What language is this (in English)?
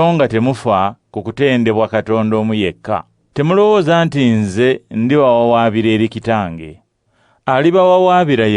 Ganda